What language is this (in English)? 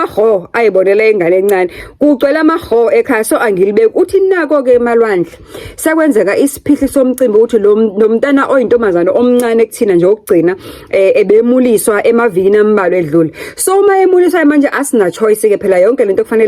Zulu